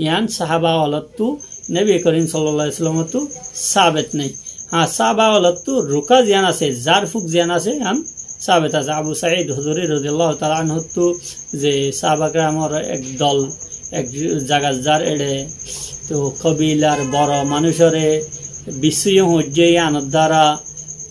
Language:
Rohingya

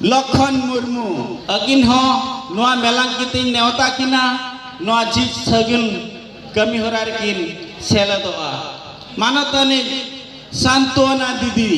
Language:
Santali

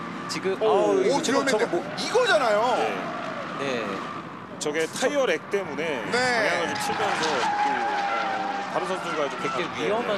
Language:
Korean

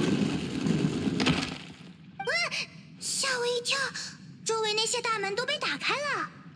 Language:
Chinese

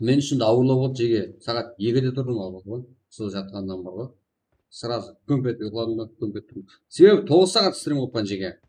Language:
Kara-Kalpak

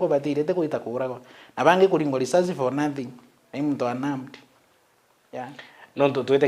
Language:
Meru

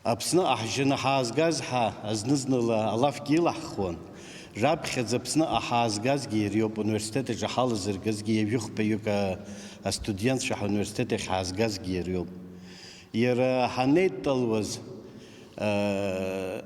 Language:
Abkhazian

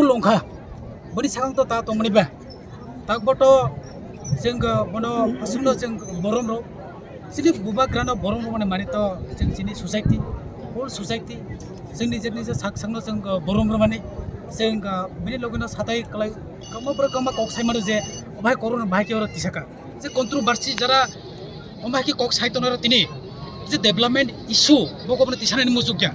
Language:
Kok Borok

